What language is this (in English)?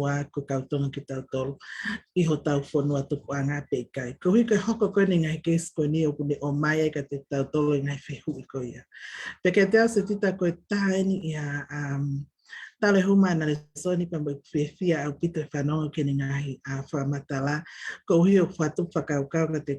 Tongan